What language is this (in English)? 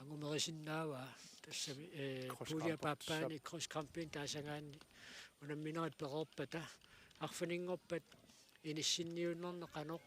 Kalaallisut